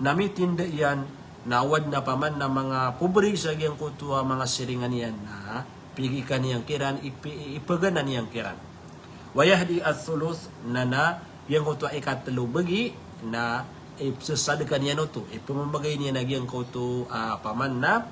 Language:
Maranao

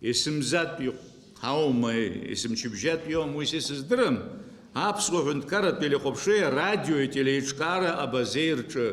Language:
Abkhazian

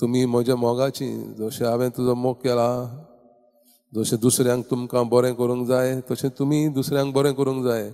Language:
Konkani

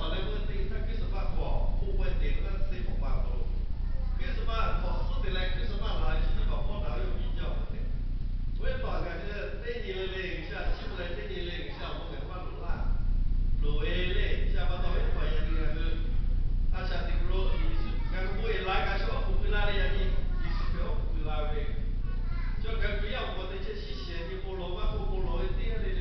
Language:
Lahu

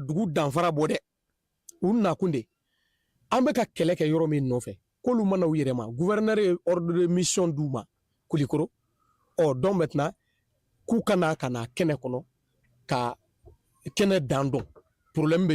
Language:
Bambara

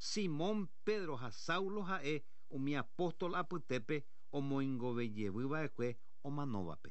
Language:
Guarani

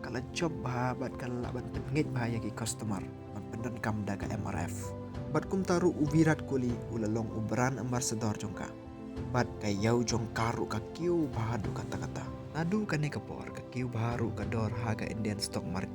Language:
Khasi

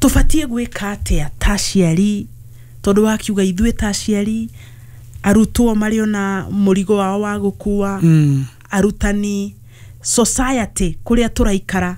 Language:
Kikuyu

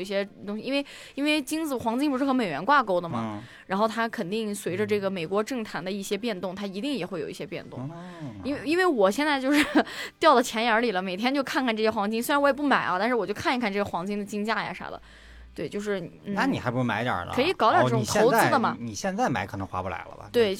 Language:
Chinese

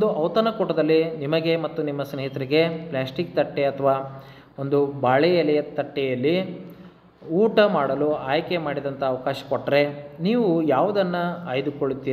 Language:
Kannada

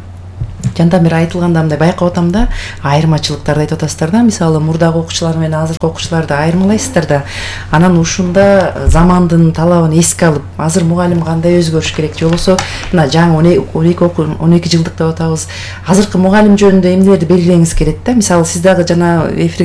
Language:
Kyrgyz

